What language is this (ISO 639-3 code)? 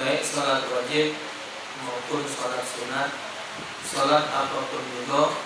mui